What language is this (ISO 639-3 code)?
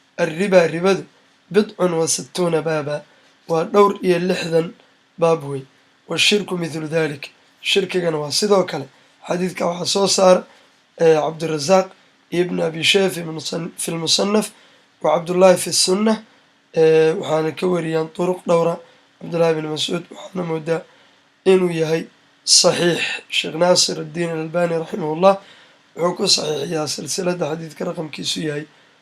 som